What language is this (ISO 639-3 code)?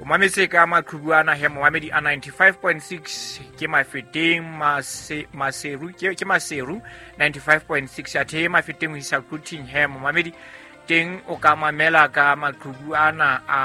sot